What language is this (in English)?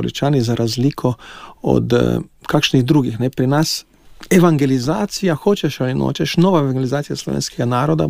Slovenian